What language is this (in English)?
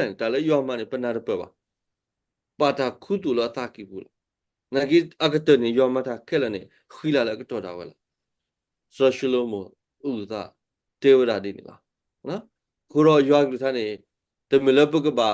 S'gaw Karen